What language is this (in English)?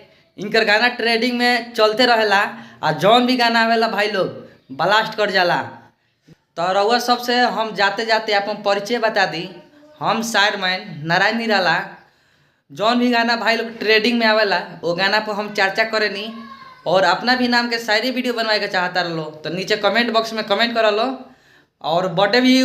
Bhojpuri